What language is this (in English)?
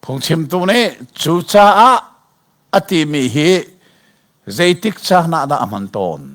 Hakha Chin